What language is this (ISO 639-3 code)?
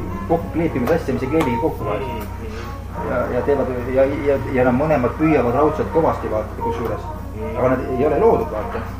est